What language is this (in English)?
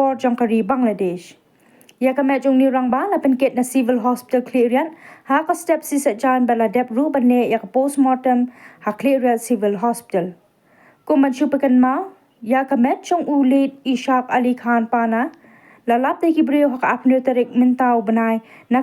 Khasi